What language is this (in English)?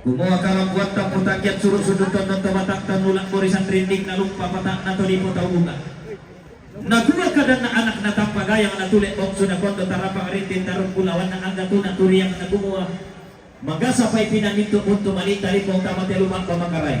Toraja-Sa'dan